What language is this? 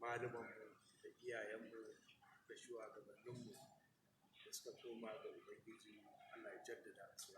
Hausa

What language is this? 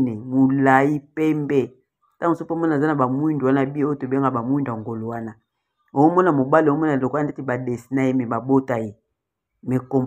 Lingala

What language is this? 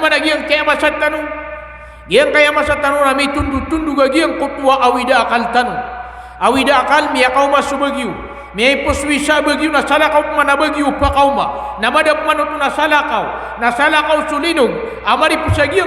Maranao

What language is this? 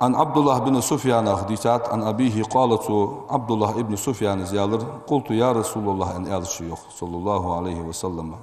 Ingush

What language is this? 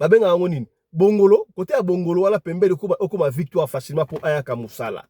Lingala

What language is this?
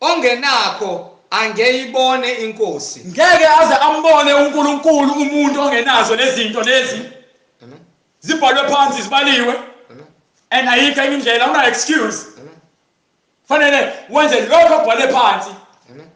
Zulu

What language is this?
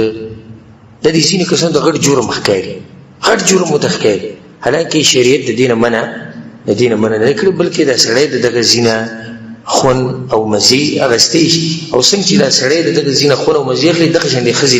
Pashto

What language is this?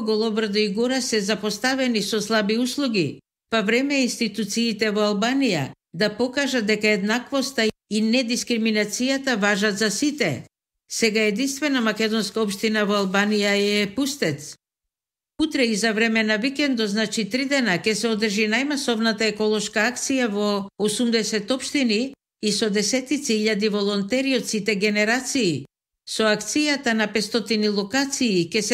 Macedonian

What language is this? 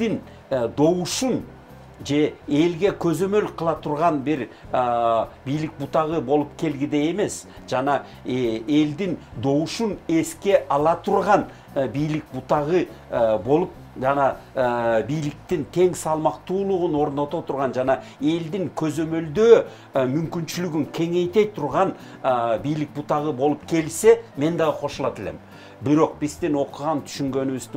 Kyrgyz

